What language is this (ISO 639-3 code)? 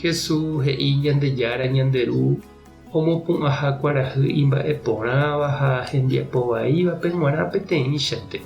grn